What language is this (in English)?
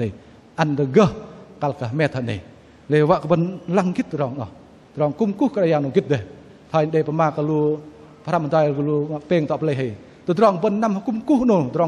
Bahnar